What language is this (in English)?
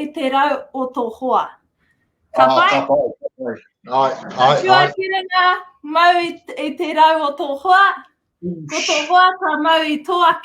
Māori